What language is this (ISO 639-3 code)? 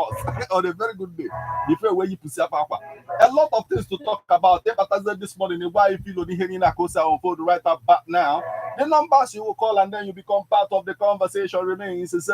ibo